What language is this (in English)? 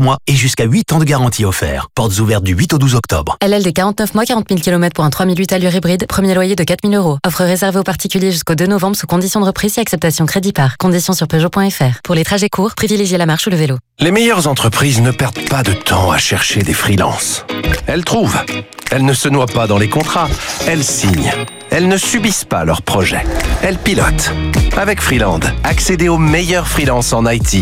French